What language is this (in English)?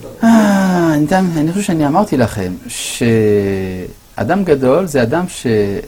Hebrew